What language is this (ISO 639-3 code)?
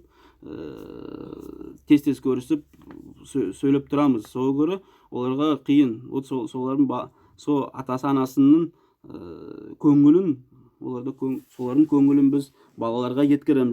nog